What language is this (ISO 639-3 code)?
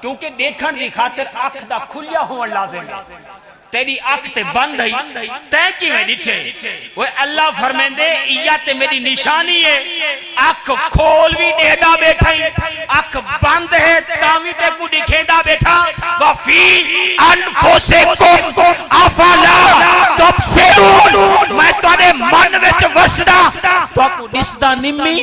skr